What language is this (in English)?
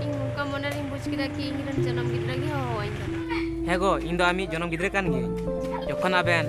Santali